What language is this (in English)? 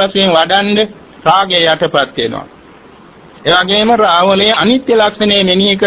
Sinhala